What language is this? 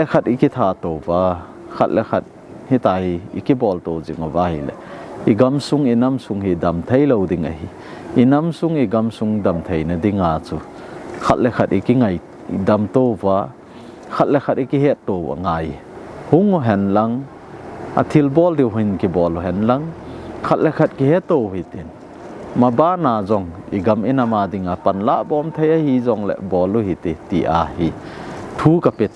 Thado Chin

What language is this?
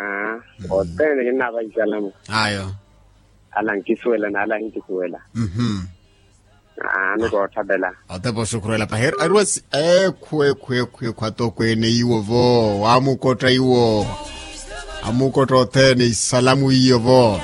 Makhuwa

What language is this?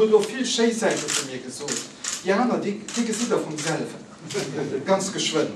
Luxembourgish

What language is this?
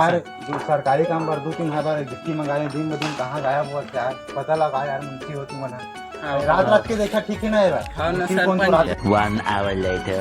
Chhattisgarhi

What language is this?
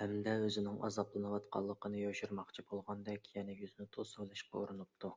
Uyghur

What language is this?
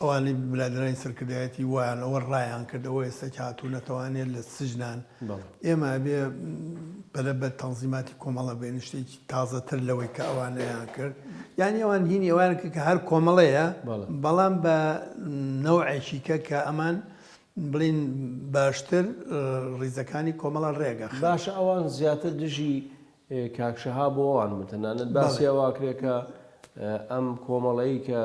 Central Kurdish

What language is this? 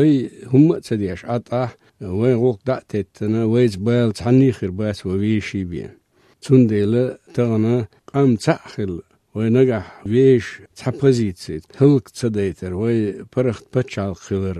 Chechen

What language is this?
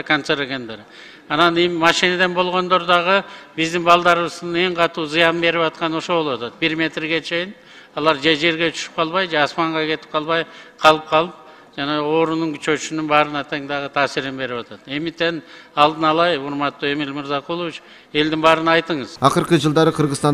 Kyrgyz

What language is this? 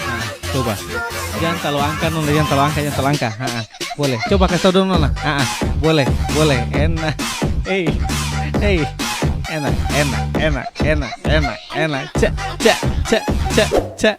Ambonese Malay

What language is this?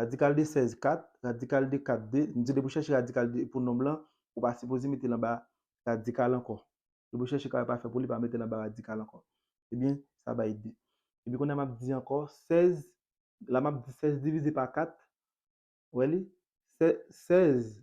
Haitian Creole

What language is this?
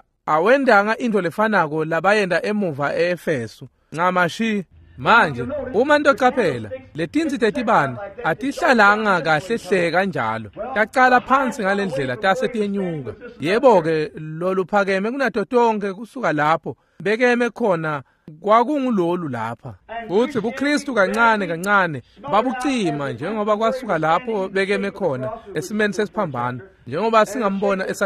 Swati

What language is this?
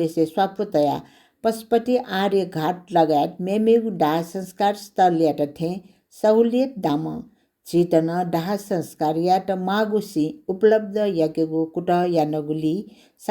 Newari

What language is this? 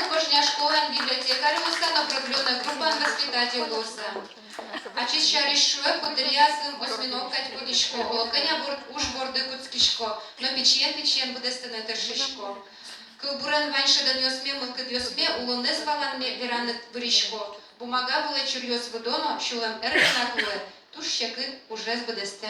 Udmurt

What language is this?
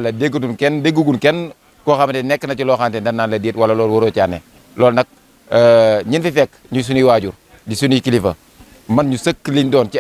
Wolof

